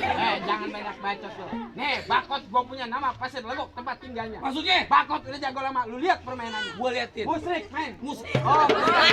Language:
Betawi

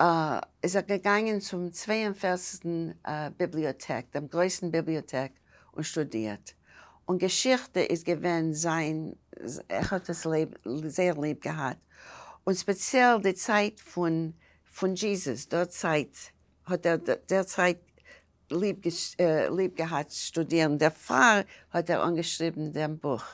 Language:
Yiddish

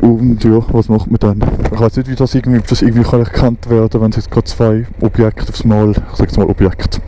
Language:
Swiss German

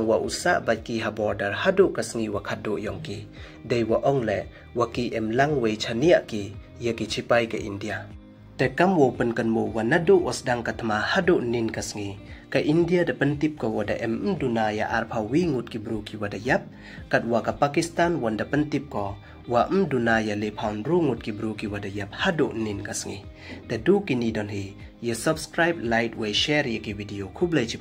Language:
Pnar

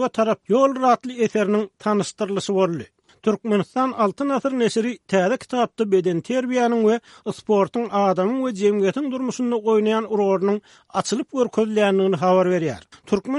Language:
Turkmen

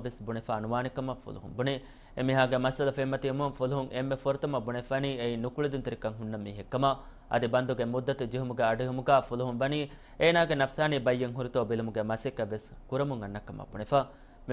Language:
Divehi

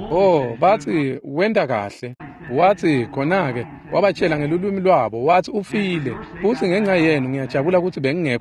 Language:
Swati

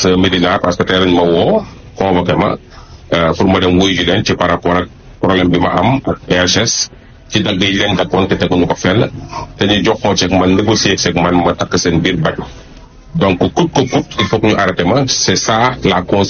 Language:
Wolof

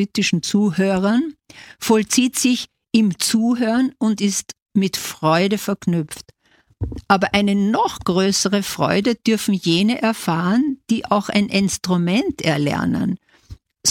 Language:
German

